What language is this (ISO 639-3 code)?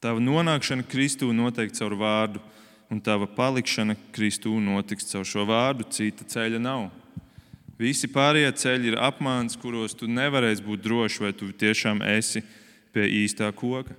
lav